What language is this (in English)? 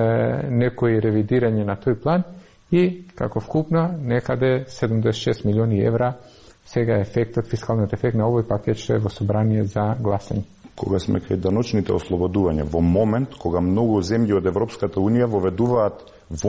Macedonian